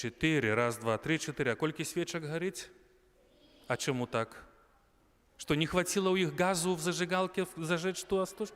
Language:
Belarusian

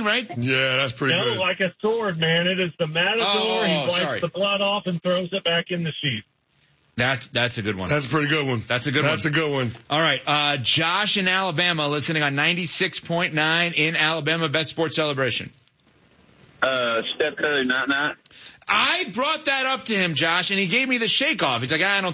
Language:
English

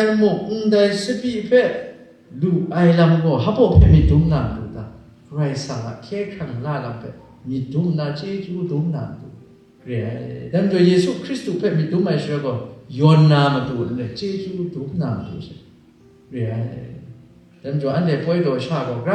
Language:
Kachin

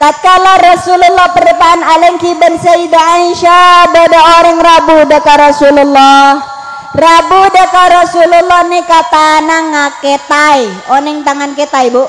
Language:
Madurese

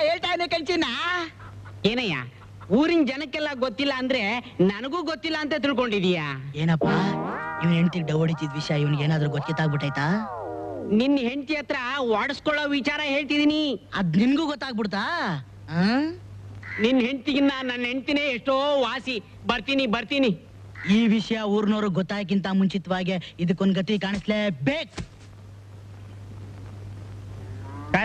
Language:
Kannada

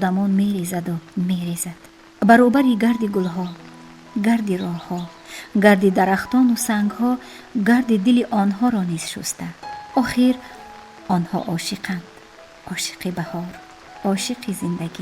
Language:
Tajik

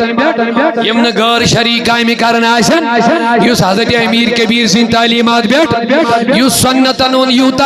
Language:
Kashmiri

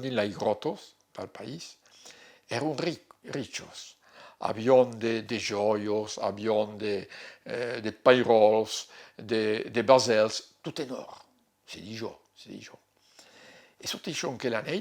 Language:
Occitan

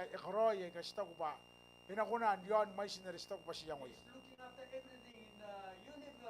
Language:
Gilbertese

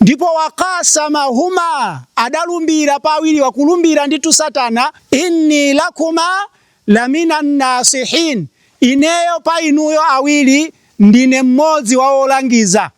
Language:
Nyanja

